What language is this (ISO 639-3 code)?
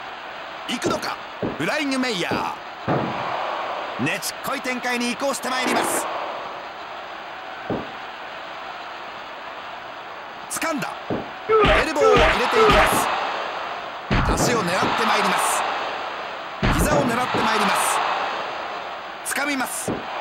jpn